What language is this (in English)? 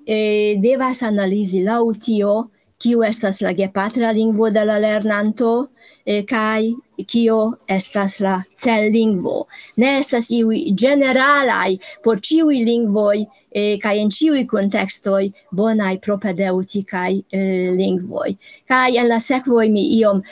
Esperanto